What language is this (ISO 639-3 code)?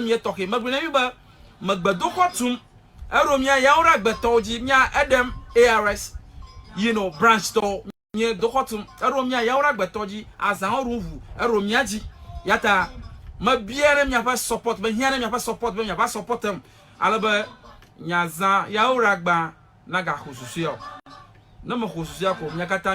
ewe